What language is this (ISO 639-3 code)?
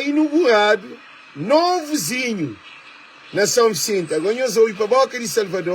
kea